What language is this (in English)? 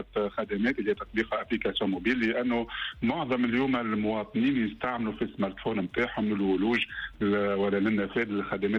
Tunisian Arabic